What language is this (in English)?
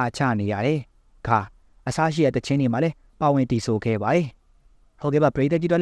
Burmese